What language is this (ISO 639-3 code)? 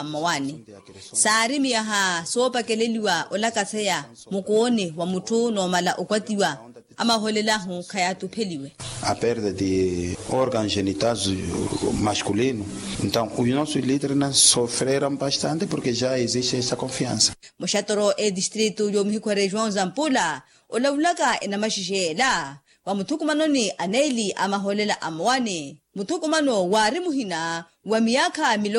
vmw